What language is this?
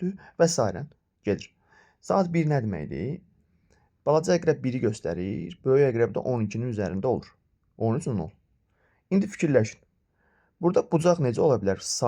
Azerbaijani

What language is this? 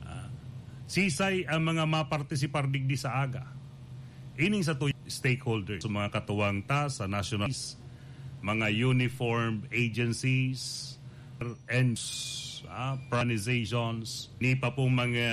Bikol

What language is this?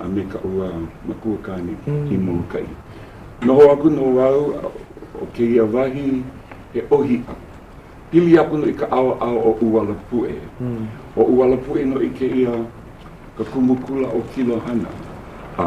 Hawaiian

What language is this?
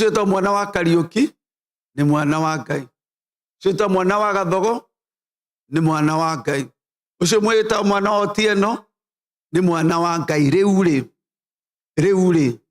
Kikuyu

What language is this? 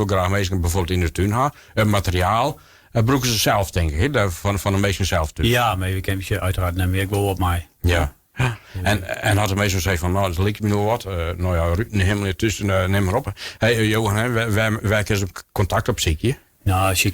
Western Frisian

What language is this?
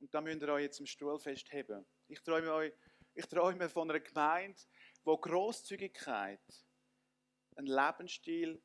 Swiss German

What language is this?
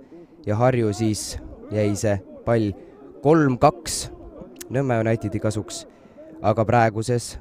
Estonian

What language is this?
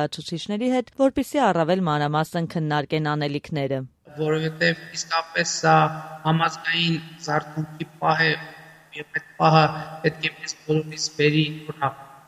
Armenian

